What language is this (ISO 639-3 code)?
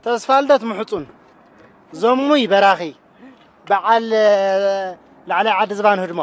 tir